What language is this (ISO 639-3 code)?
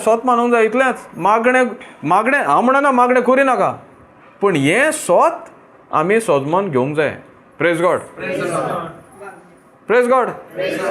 kok